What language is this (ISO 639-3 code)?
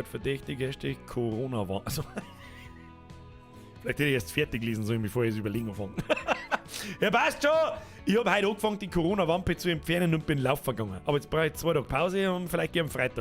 bar